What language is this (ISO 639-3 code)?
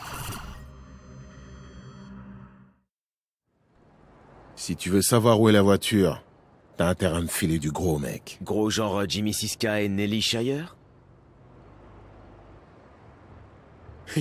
fra